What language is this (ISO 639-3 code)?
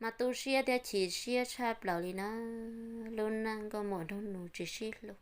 hmn